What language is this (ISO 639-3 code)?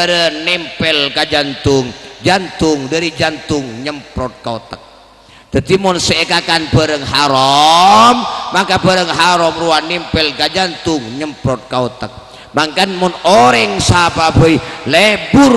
mad